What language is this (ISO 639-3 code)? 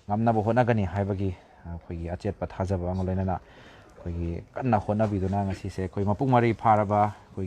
mni